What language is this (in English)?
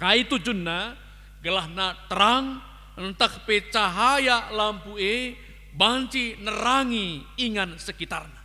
Batak Karo